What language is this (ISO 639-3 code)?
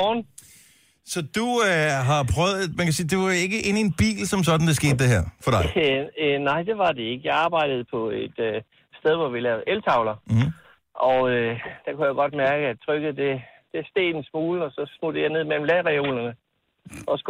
dan